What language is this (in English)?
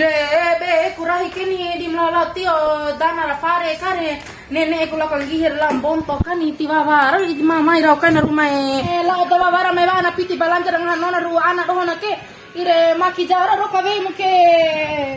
Bima